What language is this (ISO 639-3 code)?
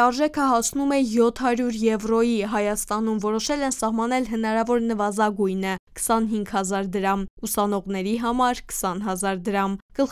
hye